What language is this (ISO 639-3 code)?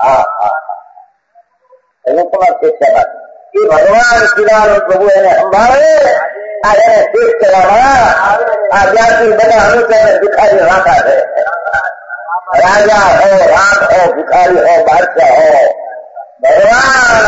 guj